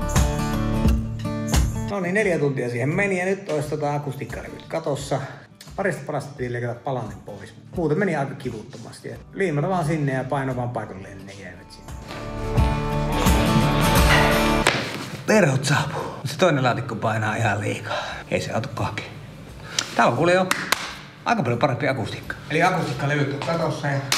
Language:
Finnish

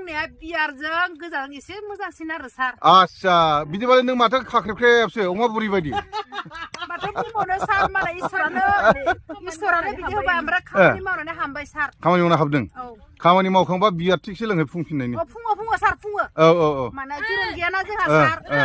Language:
Bodo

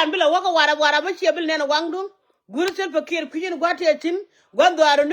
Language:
Nuer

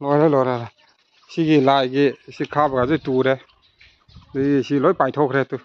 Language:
Manipuri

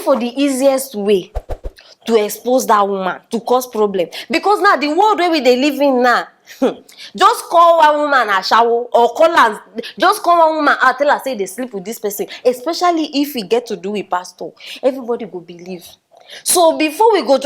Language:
Nigerian Pidgin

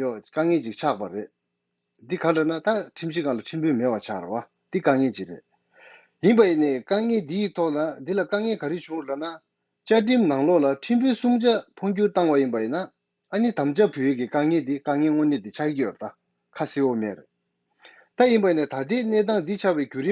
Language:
Tibetan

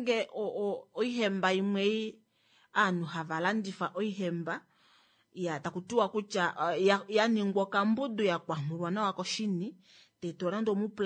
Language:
Kuanyama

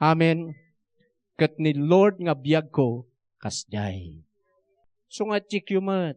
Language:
Iloko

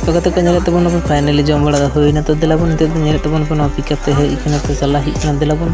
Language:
Santali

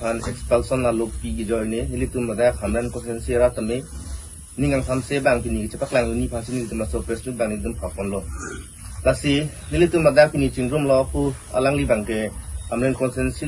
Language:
Karbi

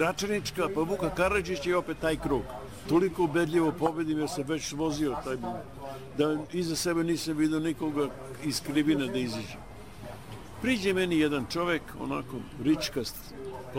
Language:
Serbian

